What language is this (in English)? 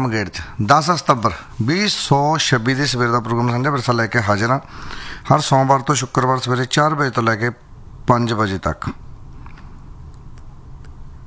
Punjabi